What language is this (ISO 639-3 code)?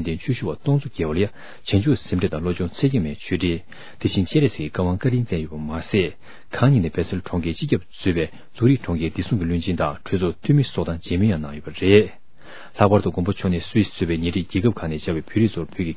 bod